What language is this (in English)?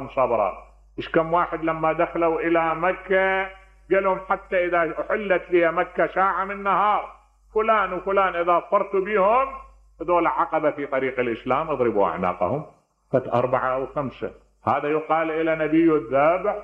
Mesopotamian Arabic